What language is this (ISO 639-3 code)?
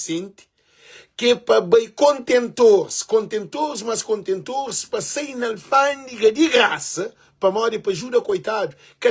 kea